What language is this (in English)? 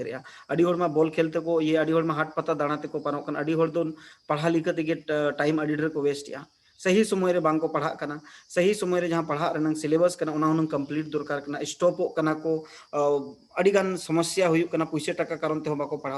Santali